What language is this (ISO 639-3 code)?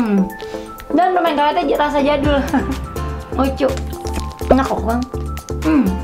ind